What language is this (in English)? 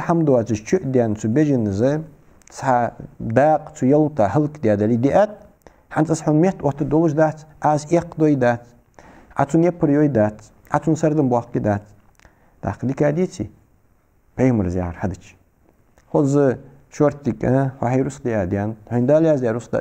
Ingush